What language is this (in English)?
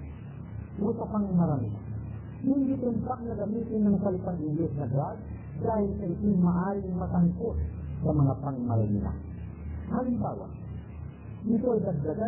Filipino